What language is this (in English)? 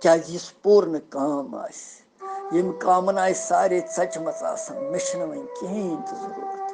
Kashmiri